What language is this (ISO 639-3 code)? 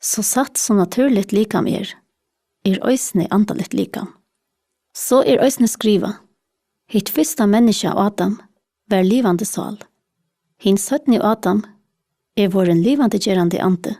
fao